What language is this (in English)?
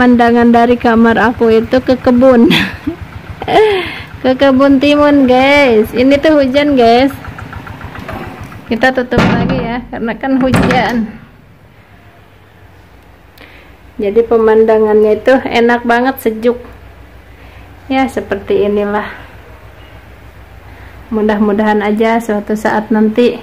Indonesian